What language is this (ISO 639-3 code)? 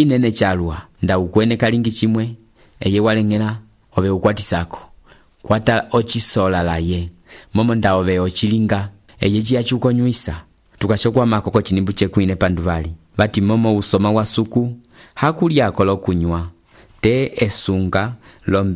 umb